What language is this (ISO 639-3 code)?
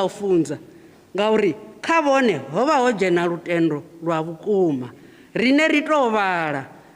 ven